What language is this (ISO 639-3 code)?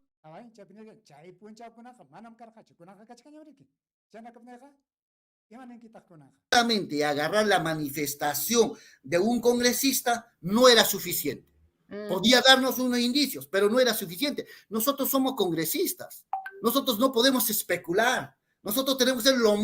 quy